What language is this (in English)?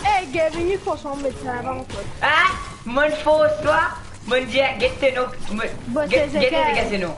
Morisyen